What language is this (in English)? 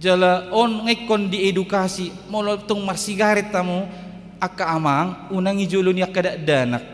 Batak Toba